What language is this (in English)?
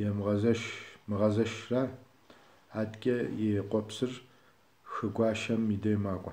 Kabardian